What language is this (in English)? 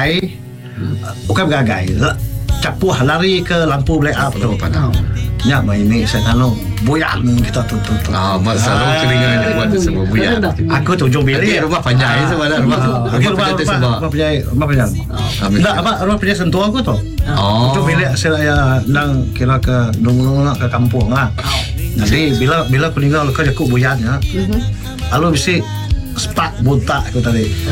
Malay